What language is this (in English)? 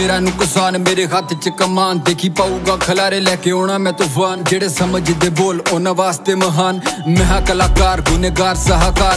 Punjabi